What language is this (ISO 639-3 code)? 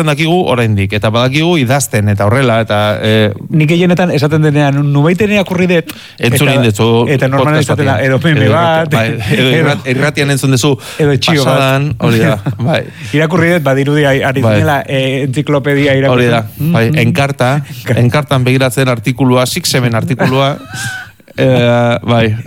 eus